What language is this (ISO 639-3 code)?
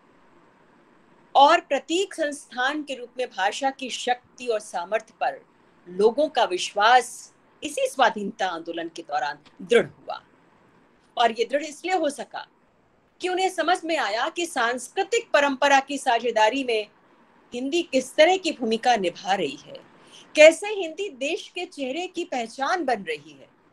hin